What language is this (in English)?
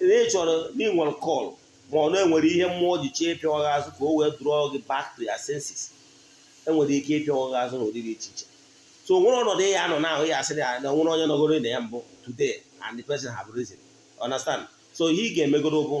Igbo